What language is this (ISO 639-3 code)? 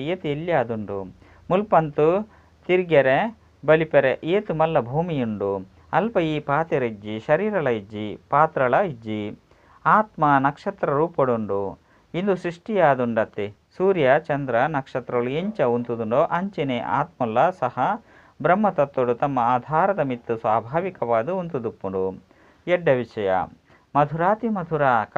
tcy